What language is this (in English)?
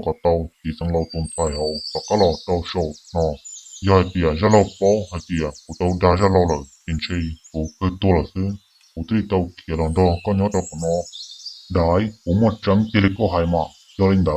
Hmong